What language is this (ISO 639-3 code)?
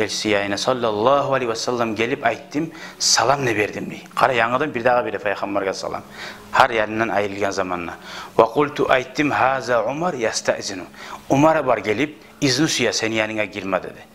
kum